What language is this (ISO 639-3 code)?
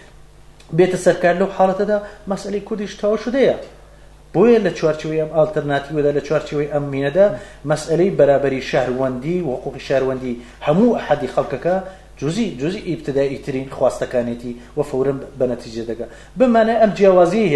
ckb